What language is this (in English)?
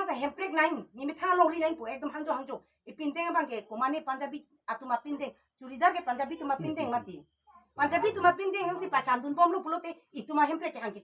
Karbi